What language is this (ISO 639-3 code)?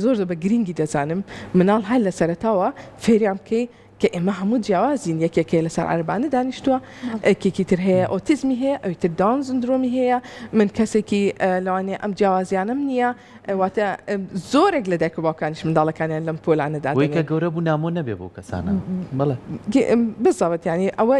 ckb